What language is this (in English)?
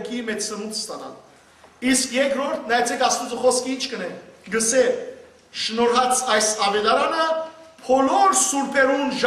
Western Armenian